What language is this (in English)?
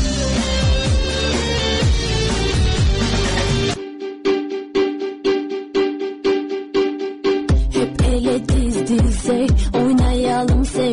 Turkish